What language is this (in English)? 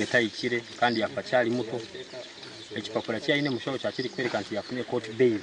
Nyankole